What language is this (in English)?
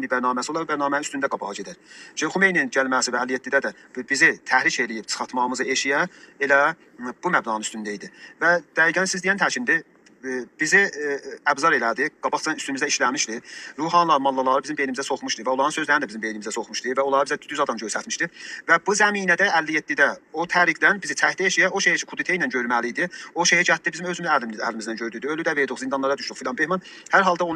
South Azerbaijani